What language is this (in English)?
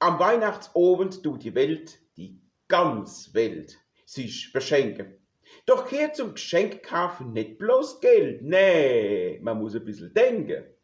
Palatine German